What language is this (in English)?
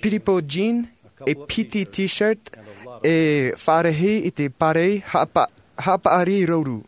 Tahitian